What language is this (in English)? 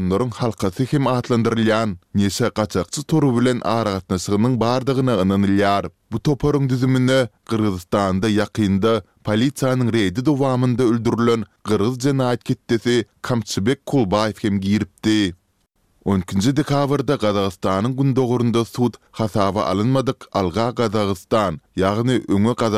Turkmen